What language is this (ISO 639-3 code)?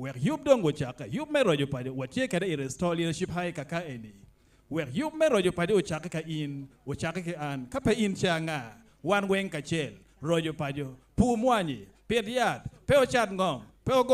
ach